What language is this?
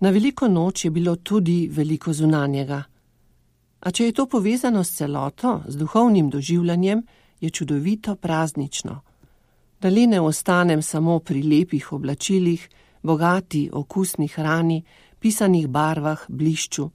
Slovenian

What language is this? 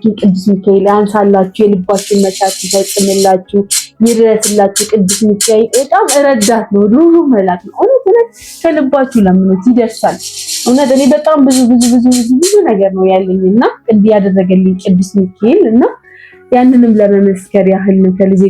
Amharic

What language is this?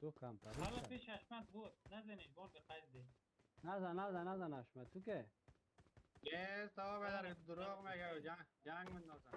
Persian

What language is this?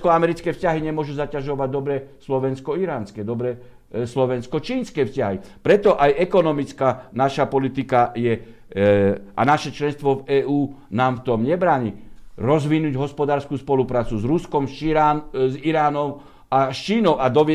Slovak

